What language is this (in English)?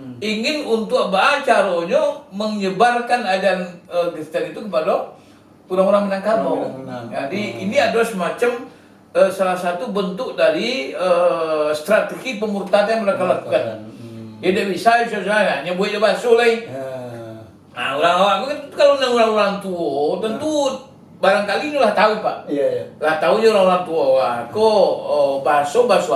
Minangkabau